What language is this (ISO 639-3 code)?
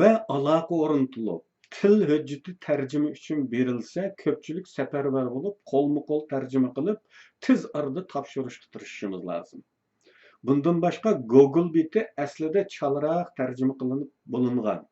uig